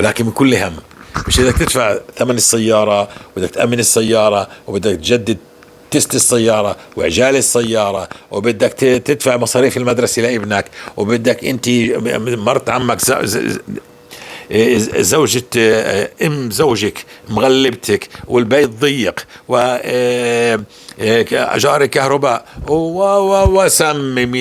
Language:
North Levantine Arabic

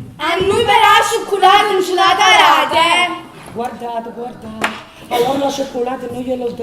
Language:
Neapolitan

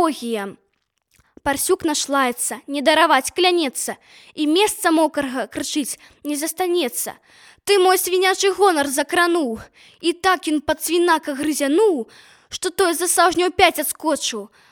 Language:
Belarusian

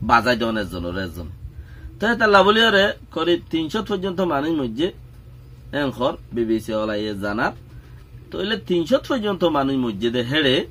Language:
Rohingya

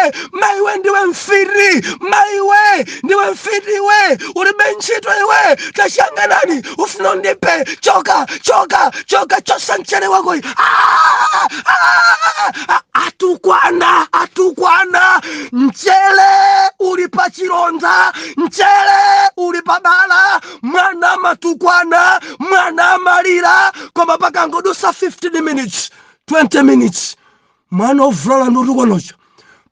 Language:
Nyanja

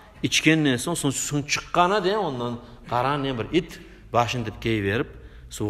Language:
Kumyk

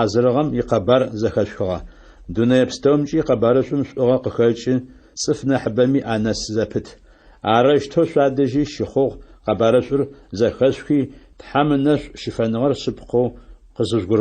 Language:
Adyghe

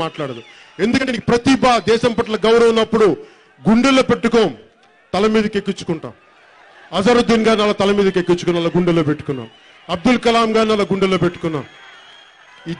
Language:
Telugu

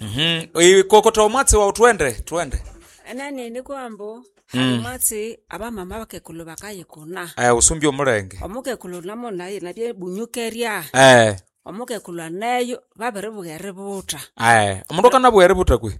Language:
Nande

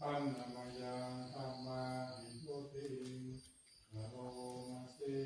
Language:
Pali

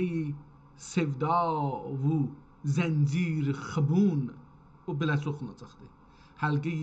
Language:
South Azerbaijani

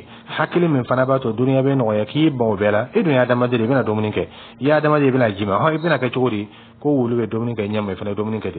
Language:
Dyula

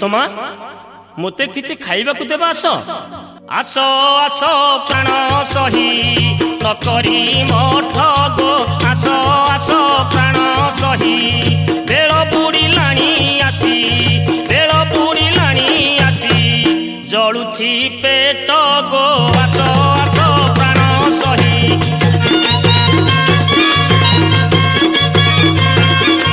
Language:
Odia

